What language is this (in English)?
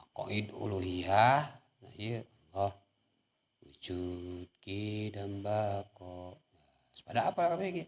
Sundanese